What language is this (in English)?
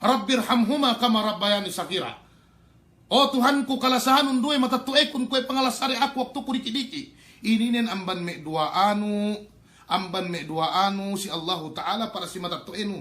Yakan